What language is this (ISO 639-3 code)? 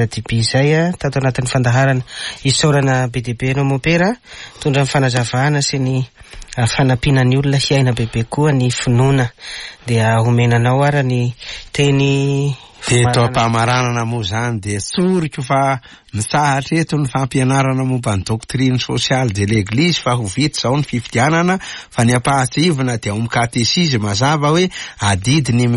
mlg